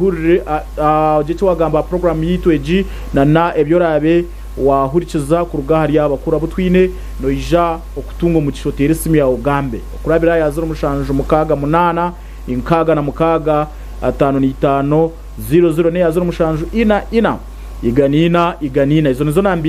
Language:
Nyankole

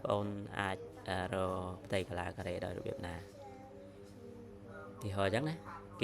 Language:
Khmer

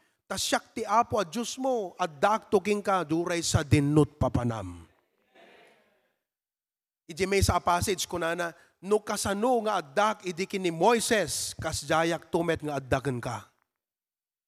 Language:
Filipino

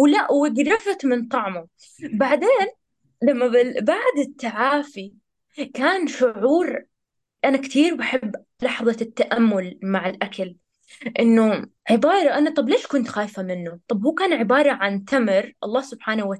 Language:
North Levantine Arabic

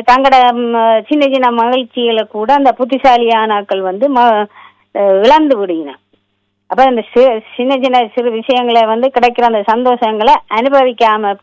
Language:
Tamil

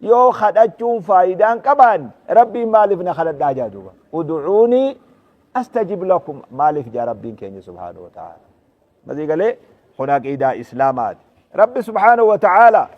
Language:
Oromo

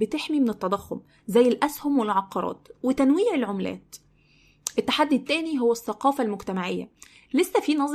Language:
Egyptian Arabic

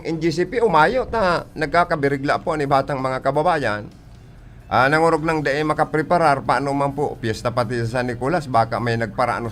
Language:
Bikol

